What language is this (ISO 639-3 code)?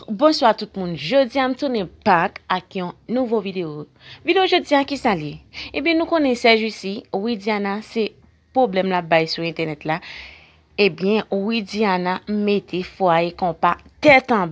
hat